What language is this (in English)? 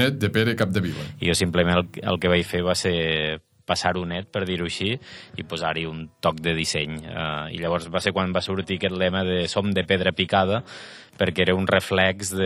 Catalan